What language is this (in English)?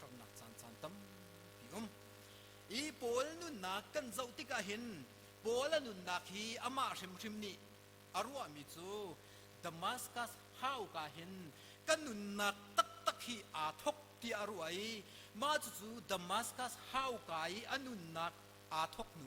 Hakha Chin